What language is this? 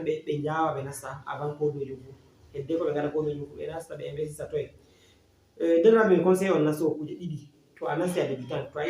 Fula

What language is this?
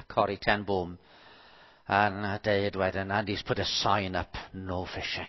Welsh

